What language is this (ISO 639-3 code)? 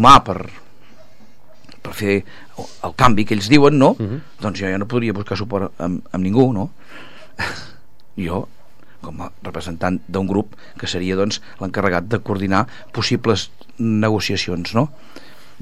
cat